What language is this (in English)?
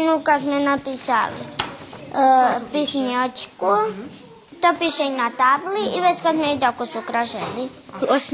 Rusyn